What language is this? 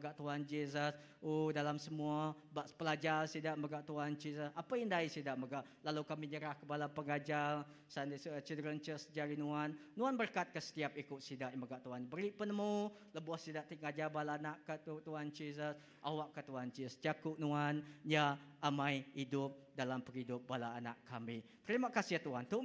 Iban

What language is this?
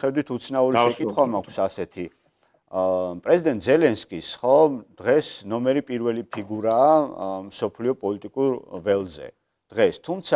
Georgian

